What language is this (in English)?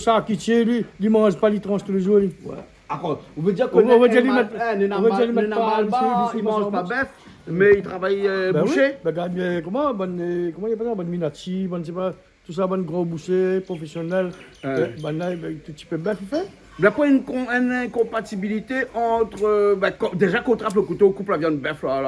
Réunion Creole French